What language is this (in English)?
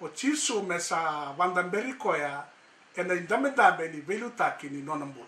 Fijian